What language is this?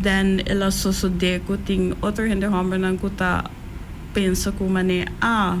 Papiamento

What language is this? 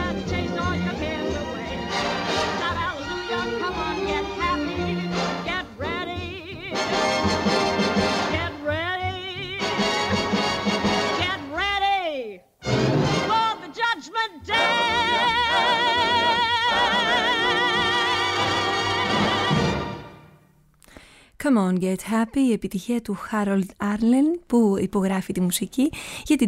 Greek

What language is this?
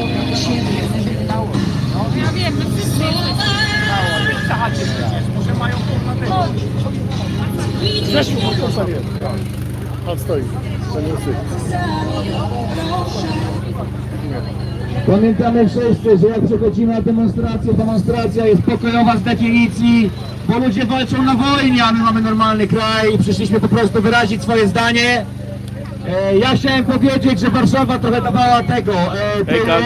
Polish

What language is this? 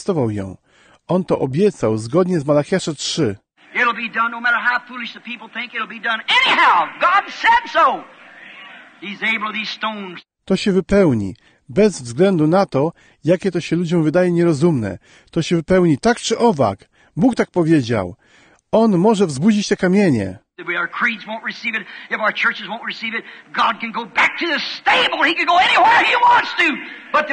Polish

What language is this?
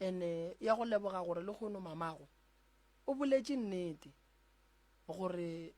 Northern Sotho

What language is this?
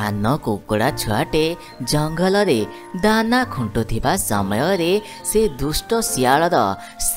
Odia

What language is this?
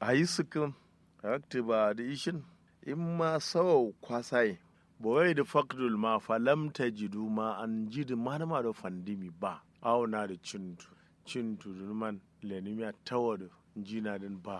Kanuri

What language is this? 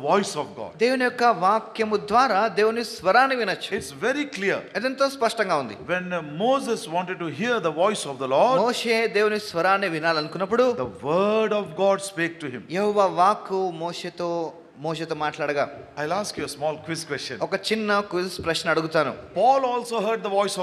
Telugu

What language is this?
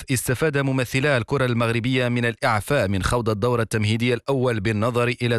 Arabic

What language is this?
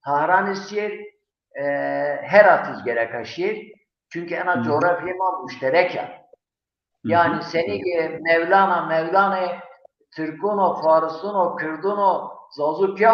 Zaza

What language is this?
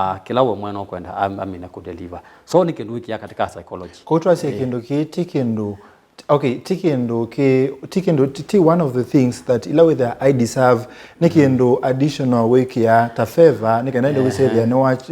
Kamba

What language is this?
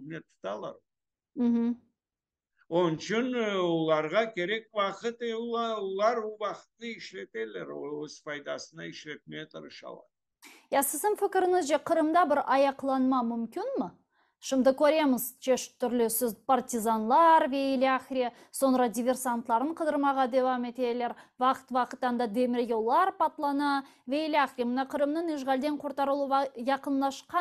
Crimean Tatar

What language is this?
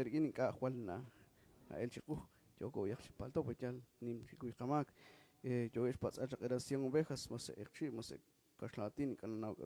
Kekchí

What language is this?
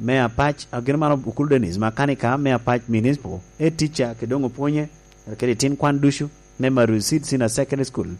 Lango (Uganda)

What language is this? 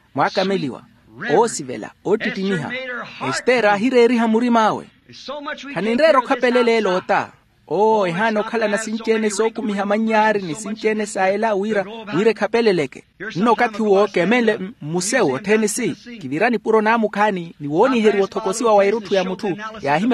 Makhuwa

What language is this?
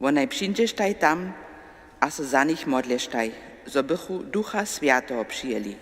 Upper Sorbian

